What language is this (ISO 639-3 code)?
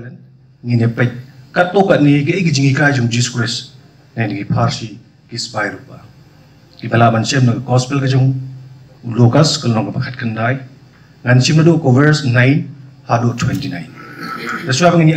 kha